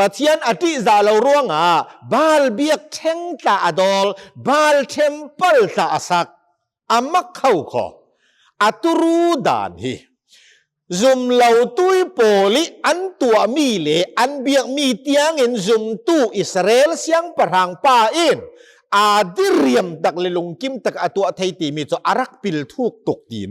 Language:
Hakha Chin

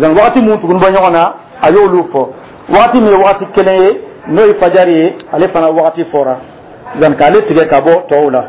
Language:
Dyula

